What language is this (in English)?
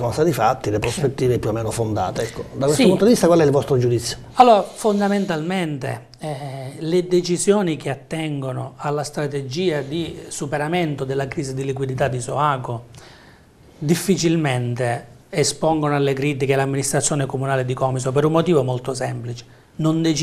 Italian